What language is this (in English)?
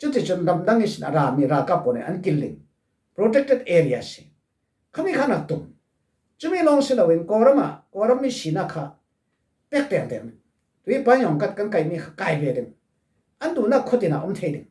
Falam Chin